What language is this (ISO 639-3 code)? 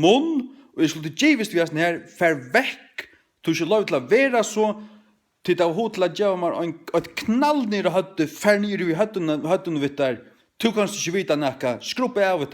fao